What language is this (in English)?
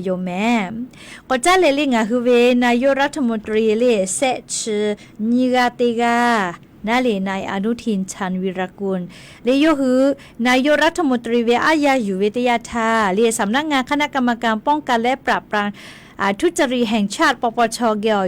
Lahu